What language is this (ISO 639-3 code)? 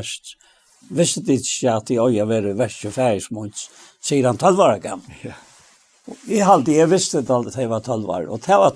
fao